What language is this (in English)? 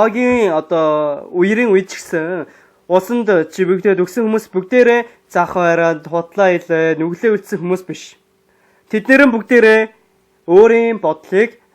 Mongolian